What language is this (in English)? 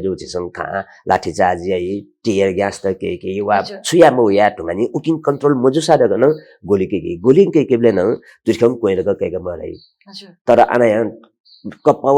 Newari